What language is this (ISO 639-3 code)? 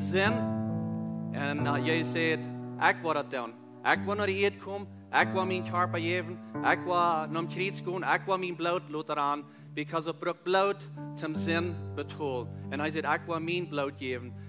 pdt